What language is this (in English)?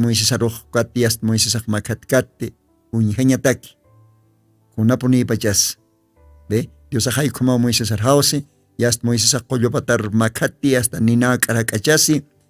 Aymara